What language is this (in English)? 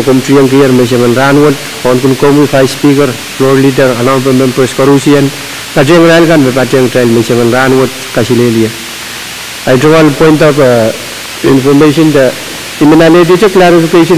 Pohnpeian